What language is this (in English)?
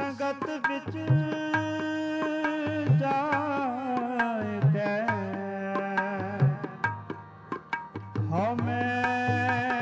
Punjabi